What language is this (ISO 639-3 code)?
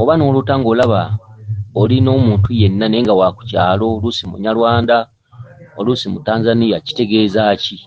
lug